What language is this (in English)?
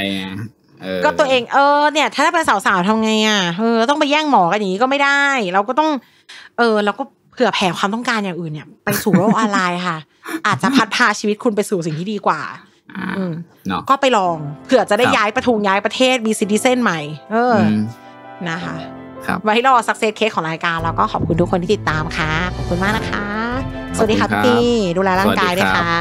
Thai